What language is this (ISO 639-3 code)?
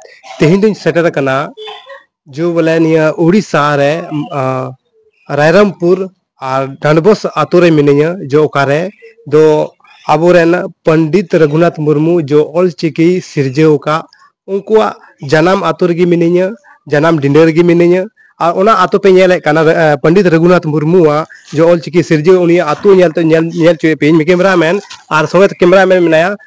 sat